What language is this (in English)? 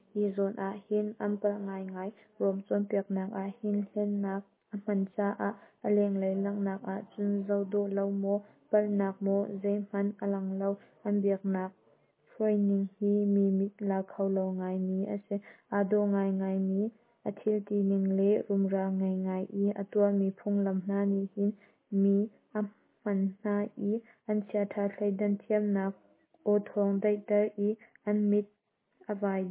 Hakha Chin